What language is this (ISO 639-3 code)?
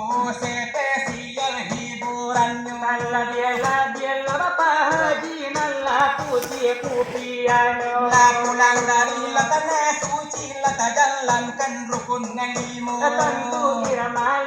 min